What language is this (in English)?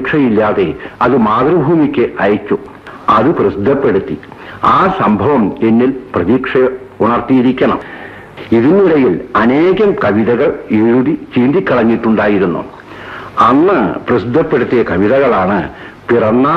Malayalam